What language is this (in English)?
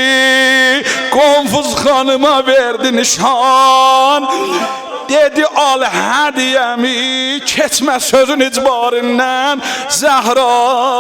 South Azerbaijani